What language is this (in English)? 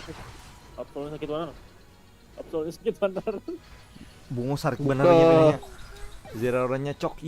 Banjar